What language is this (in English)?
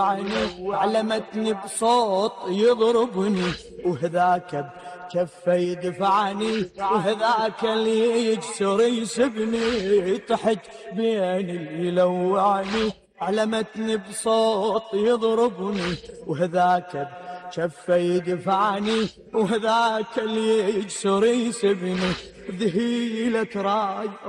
Mesopotamian Arabic